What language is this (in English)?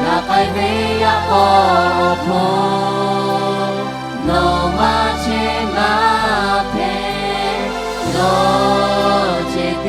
Lahu